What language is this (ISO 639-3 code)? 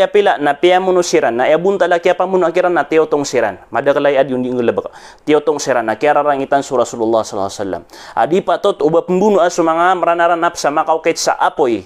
mrw